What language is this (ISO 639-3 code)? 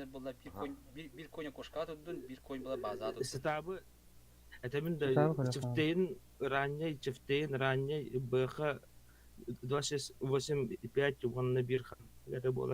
sah